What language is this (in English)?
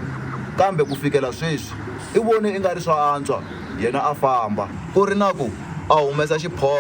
Tsonga